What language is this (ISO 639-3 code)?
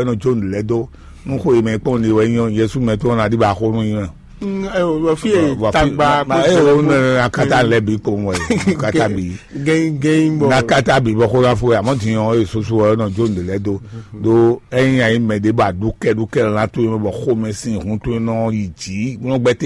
fon